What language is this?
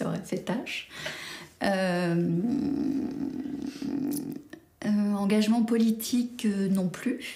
French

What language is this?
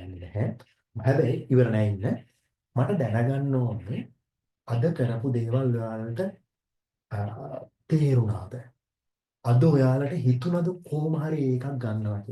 Sinhala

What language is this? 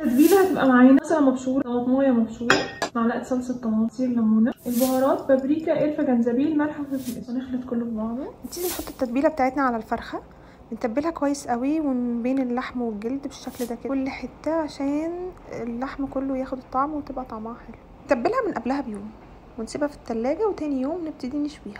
Egyptian Arabic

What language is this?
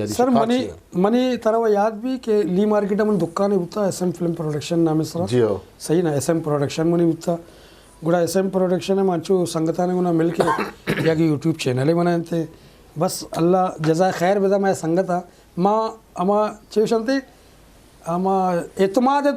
Eastern Balochi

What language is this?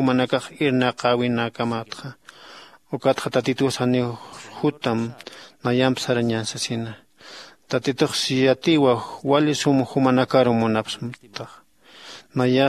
Aymara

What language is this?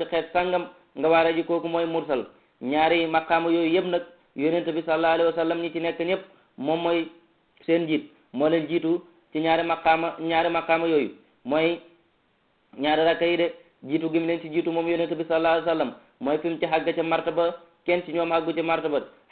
Wolof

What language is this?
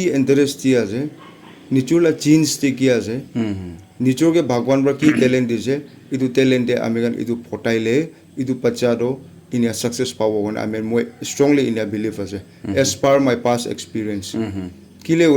Naga Pidgin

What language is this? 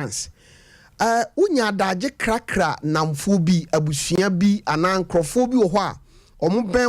Akan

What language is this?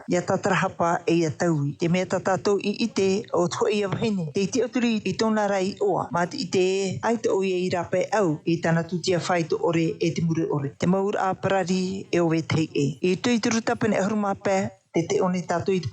Tahitian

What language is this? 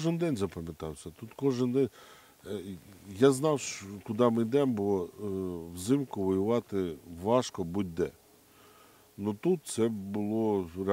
Ukrainian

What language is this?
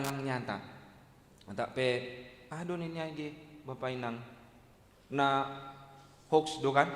Batak Simalungun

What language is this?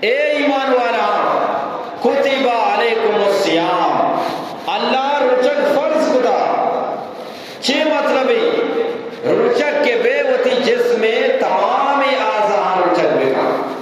Eastern Balochi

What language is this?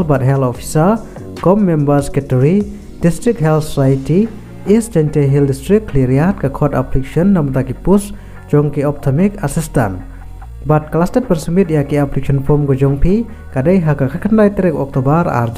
Khasi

